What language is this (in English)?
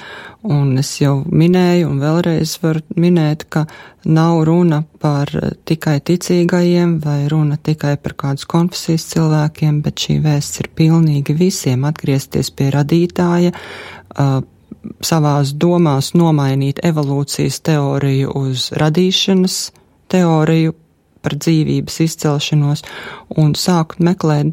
Latvian